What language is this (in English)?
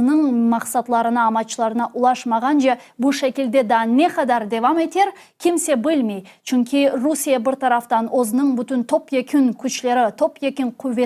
Crimean Tatar